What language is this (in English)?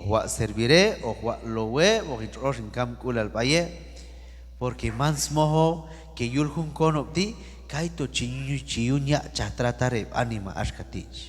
Q'anjob'al